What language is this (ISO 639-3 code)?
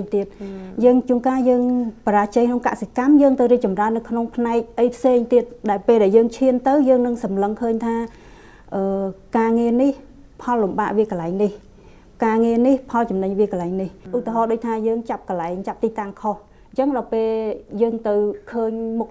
khm